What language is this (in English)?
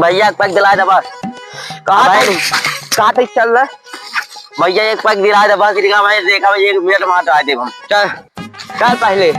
Awadhi